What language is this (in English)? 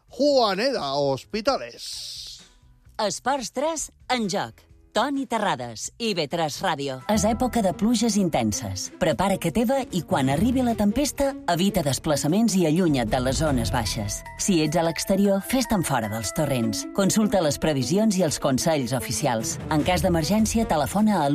Catalan